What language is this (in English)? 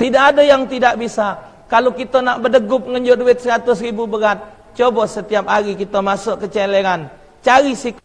Musi